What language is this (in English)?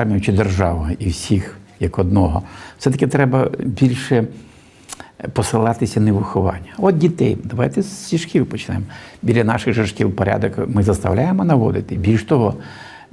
Ukrainian